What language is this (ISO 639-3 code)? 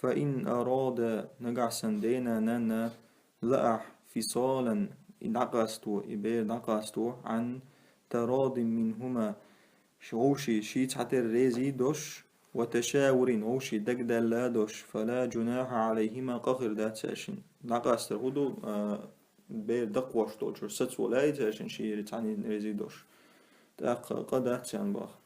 che